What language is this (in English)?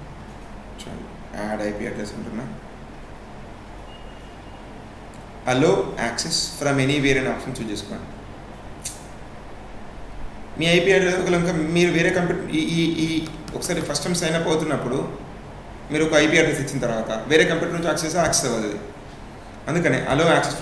Telugu